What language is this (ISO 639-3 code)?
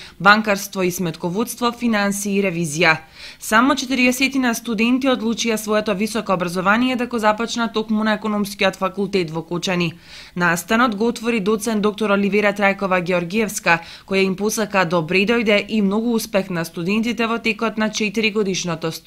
mkd